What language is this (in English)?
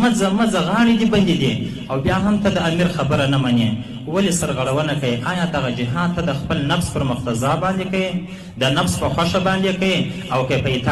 Pashto